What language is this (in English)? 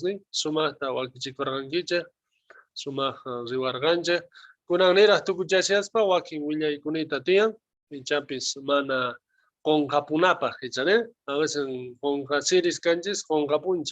South Bolivian Quechua